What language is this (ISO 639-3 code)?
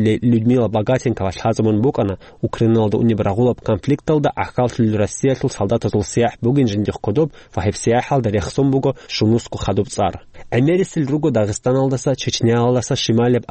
ava